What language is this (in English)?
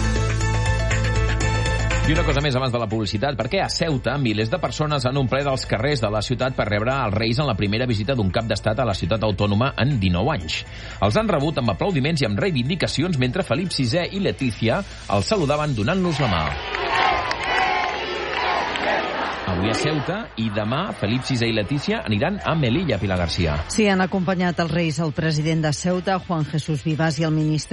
Catalan